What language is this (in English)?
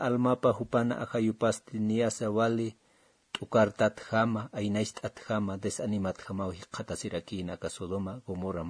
Aymara